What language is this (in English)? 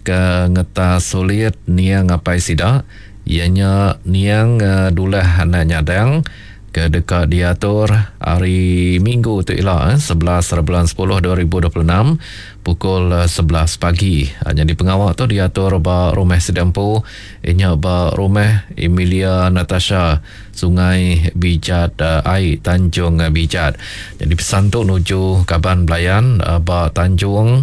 Iban